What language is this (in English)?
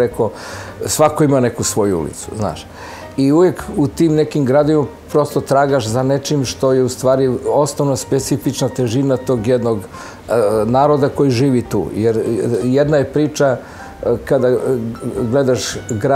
Serbian